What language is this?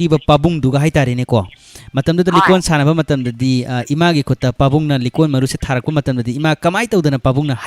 Manipuri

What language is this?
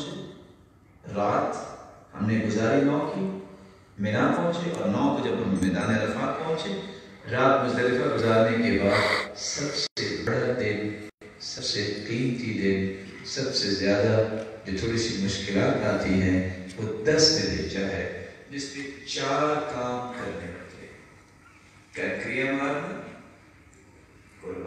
Urdu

